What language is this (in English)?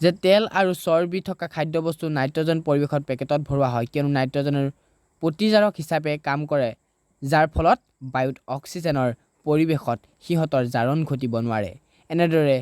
Assamese